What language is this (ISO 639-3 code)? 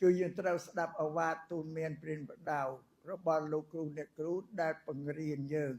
khm